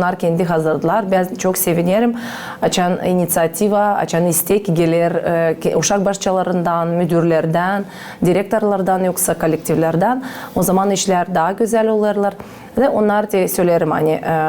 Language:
Gagauz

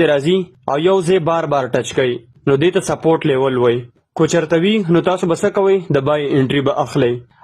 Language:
Pashto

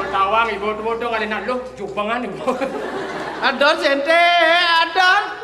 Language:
Balinese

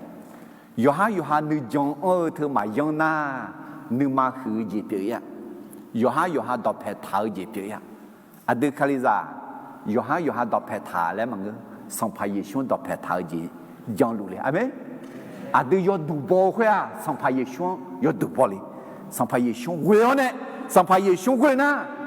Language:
Akha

